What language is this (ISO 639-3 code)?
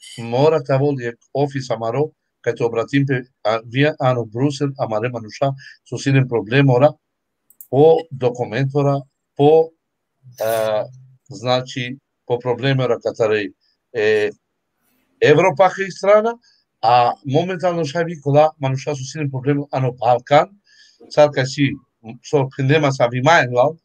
rmn